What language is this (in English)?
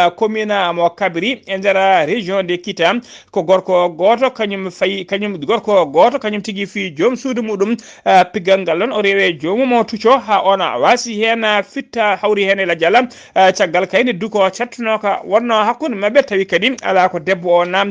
Fula